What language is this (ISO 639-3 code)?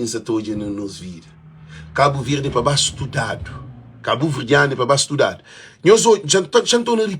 kea